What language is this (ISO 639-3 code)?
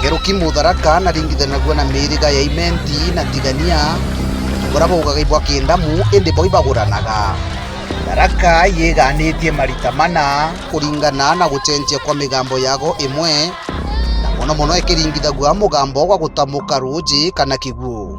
mer